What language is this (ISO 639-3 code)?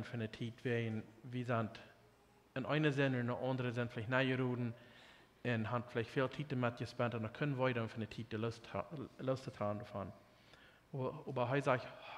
pdt